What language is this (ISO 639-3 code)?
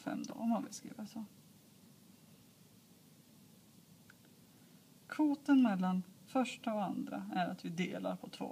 swe